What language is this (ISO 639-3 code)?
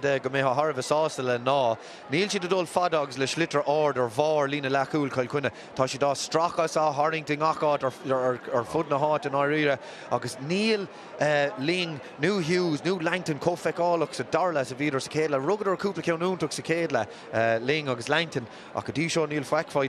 gle